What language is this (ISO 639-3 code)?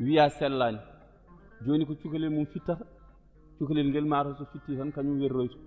ful